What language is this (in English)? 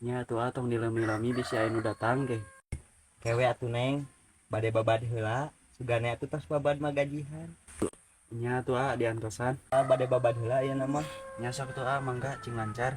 Sundanese